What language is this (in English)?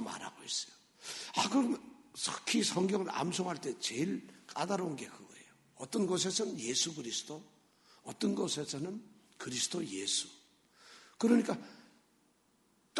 Korean